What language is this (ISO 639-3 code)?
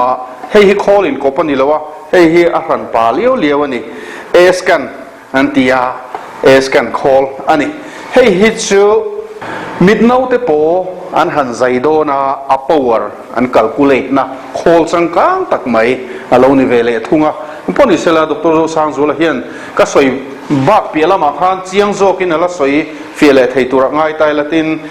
lus